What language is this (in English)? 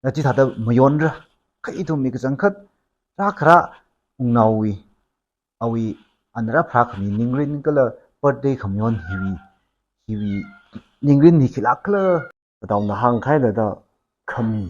Tangkhul Naga (India)